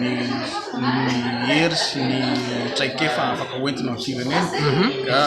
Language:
Malagasy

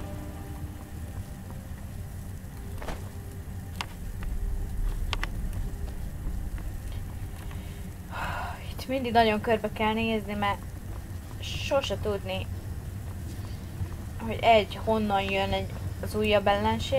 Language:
Hungarian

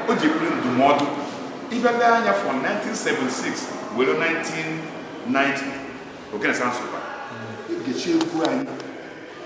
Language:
Igbo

